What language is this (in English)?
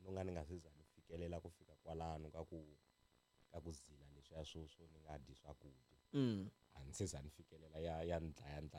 Tsonga